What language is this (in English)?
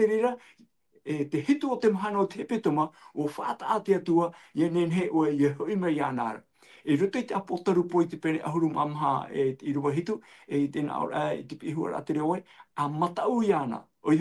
Tahitian